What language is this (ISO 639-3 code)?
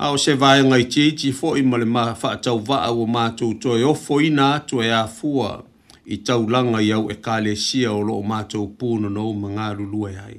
smo